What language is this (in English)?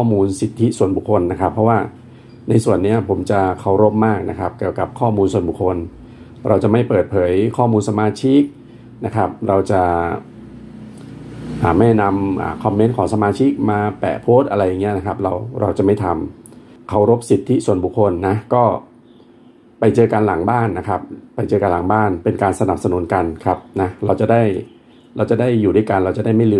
Thai